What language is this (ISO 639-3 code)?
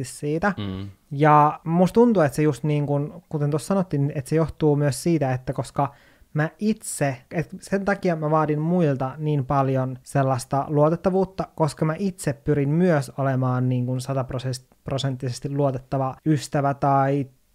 fin